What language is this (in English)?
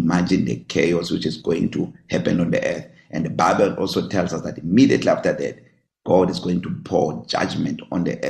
English